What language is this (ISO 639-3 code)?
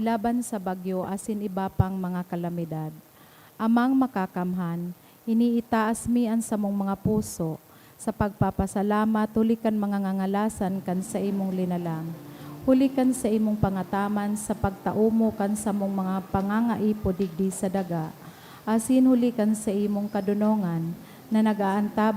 bik